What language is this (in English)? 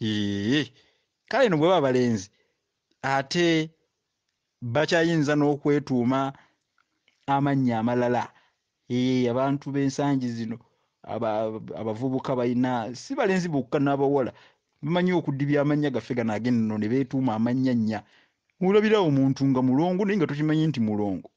Ganda